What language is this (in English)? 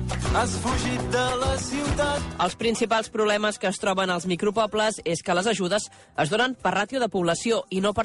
Catalan